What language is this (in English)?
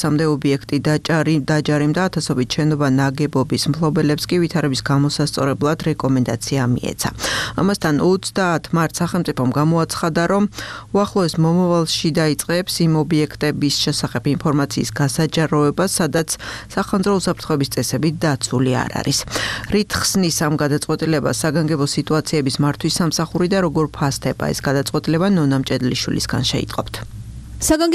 Georgian